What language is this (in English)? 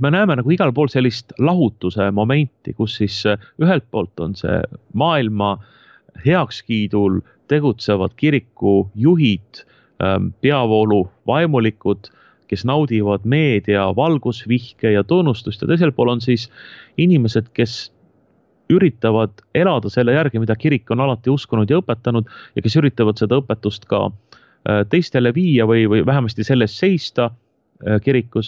Estonian